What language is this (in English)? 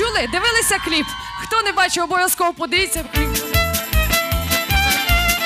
Ukrainian